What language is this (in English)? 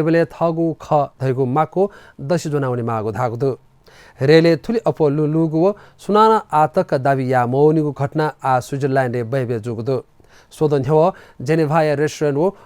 Newari